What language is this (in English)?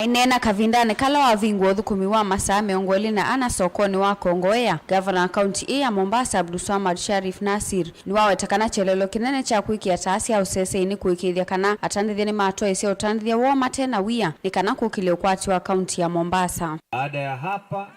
Kamba